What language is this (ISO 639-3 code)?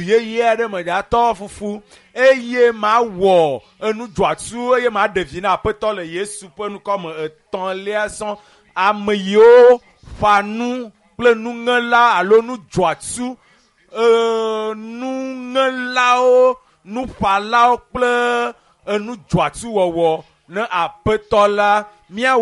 ewe